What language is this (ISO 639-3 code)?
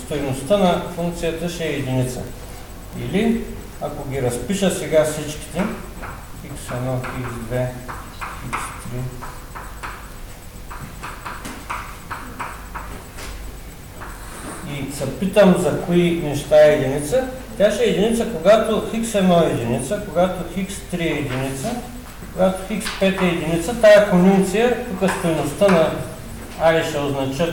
bul